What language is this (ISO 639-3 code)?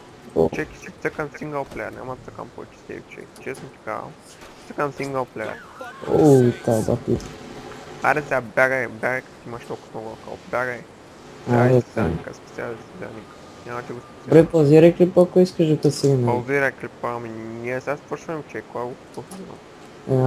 bul